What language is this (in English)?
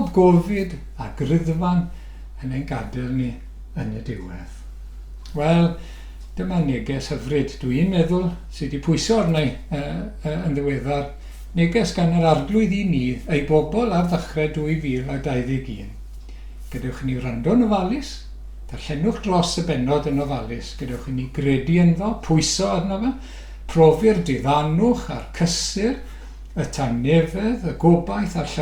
Welsh